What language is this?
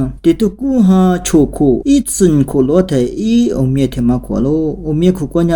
Lisu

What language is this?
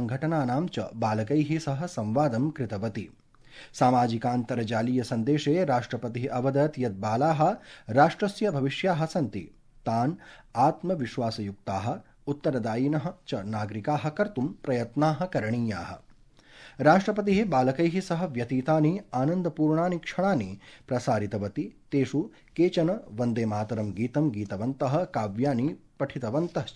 Sanskrit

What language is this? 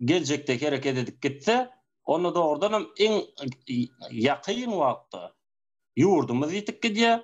Turkmen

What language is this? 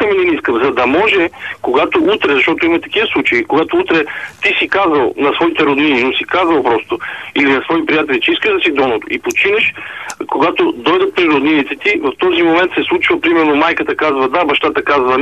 Bulgarian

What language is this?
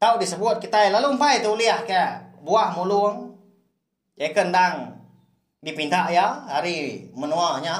Iban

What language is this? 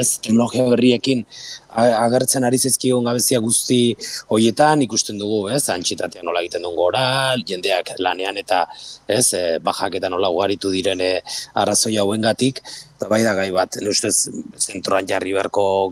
Basque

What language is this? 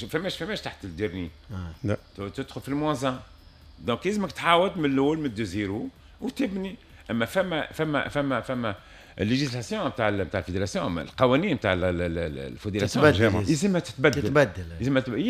Tunisian Arabic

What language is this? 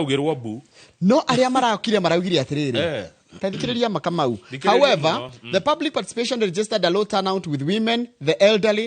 Kikuyu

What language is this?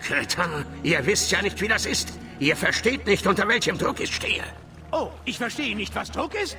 Bavarian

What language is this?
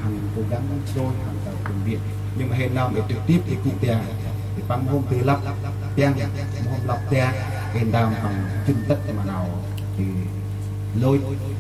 Central Mnong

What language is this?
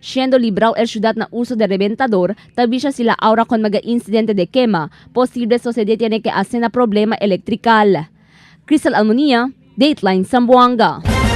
Chavacano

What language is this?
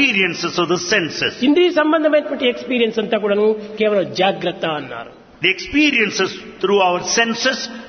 Telugu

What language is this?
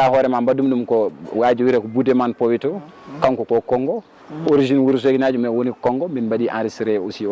Fula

